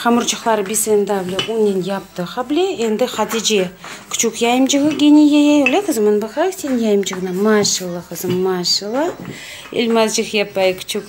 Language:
Crimean Tatar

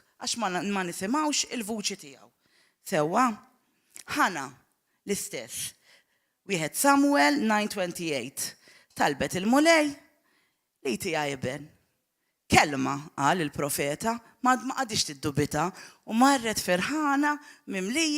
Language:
Maltese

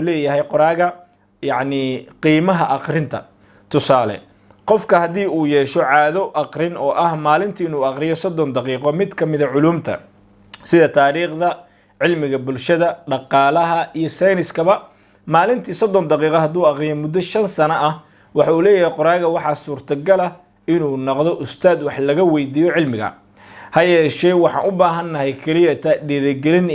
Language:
Somali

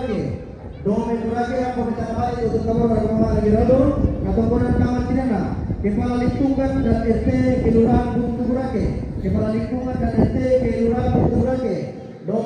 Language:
Toraja-Sa'dan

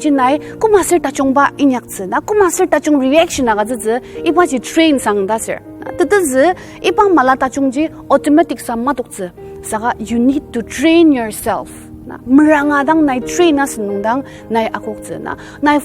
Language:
Ao Naga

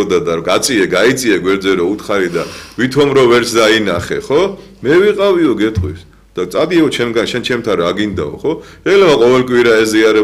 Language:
Georgian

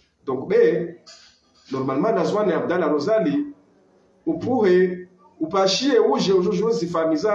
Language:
Ngazidja Comorian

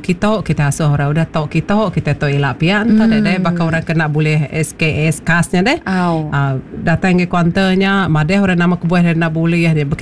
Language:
Iban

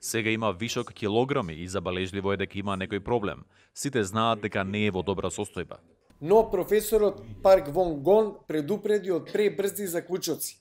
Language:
Macedonian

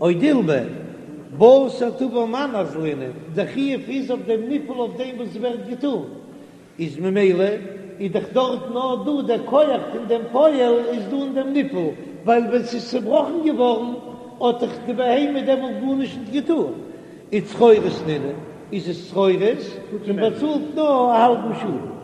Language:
Yiddish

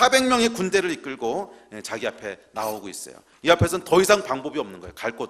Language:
Korean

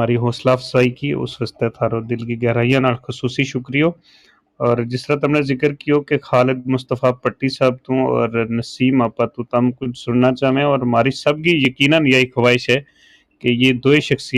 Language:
Gujari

